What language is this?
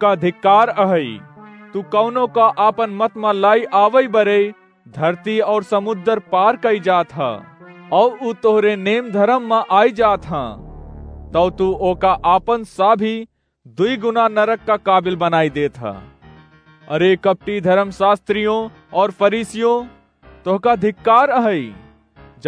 Awadhi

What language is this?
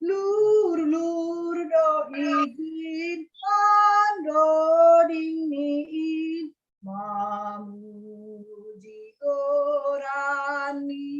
Batak Simalungun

